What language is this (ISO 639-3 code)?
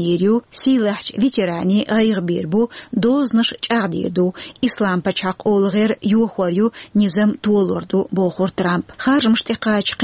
che